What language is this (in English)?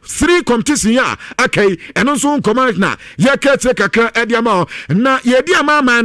Akan